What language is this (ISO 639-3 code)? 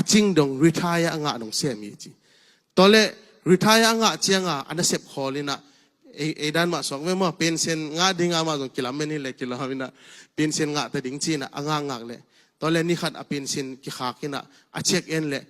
ctd